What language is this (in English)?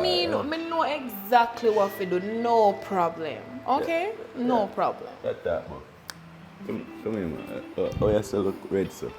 Jamaican Creole English